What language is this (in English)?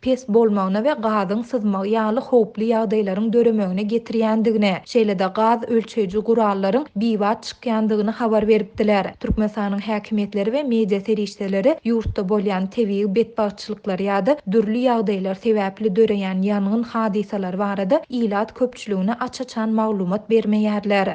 Turkmen